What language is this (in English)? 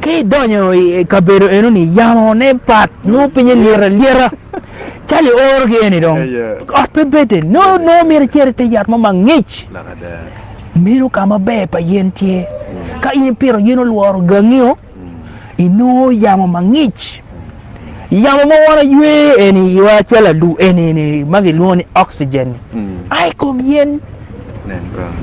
Acoli